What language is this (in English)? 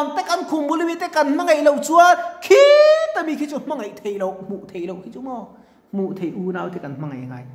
Mizo